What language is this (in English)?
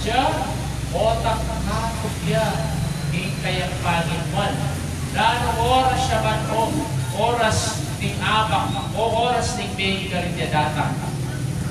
Pampanga